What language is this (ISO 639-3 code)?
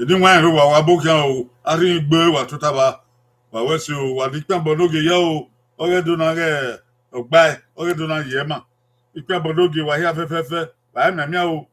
bin